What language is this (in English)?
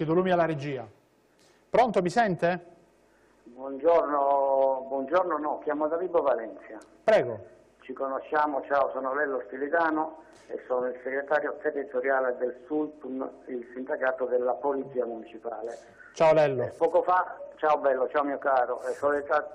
Italian